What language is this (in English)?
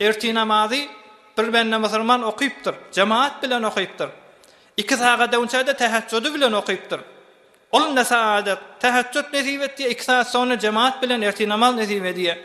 Turkmen